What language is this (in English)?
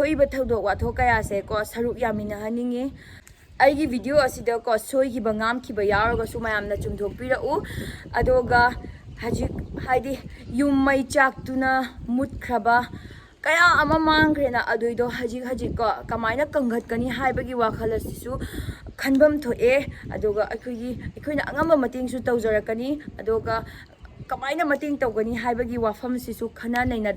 Manipuri